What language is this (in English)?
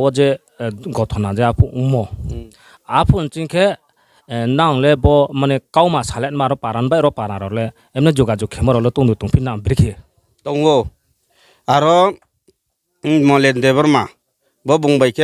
Riang (India)